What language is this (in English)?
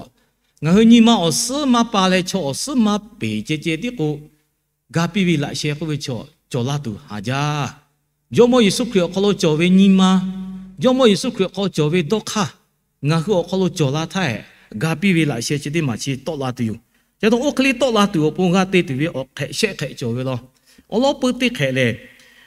Lahu